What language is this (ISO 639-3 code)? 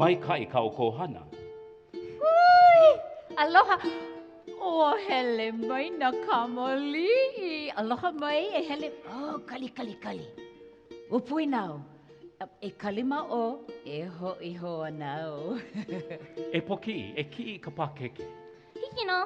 haw